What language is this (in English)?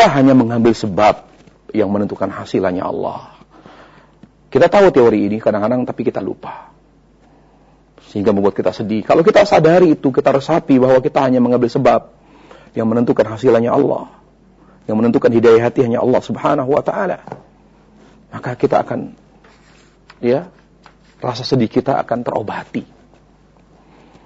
Indonesian